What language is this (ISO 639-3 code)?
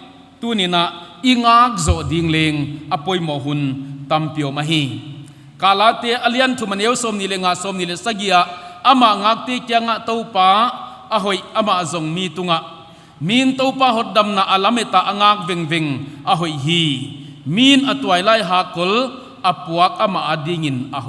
pck